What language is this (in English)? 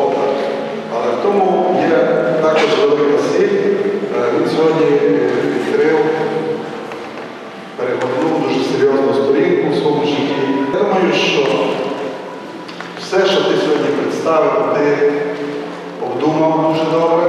Ukrainian